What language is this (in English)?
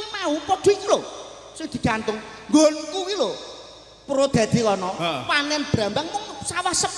Javanese